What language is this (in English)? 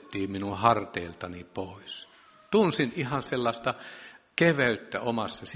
Finnish